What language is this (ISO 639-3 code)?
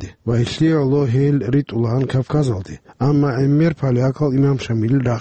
ava